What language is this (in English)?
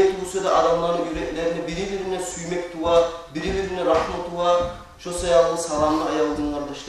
Kumyk